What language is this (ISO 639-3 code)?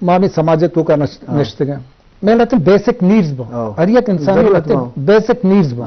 bgp